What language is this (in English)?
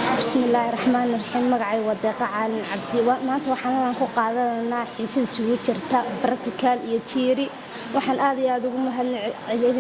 Somali